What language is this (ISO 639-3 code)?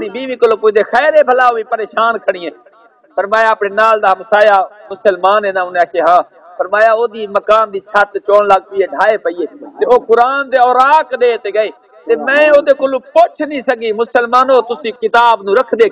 skr